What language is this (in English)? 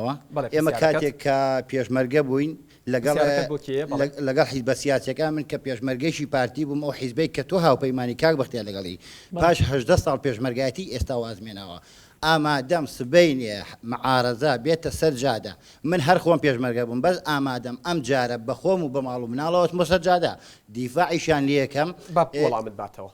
Central Kurdish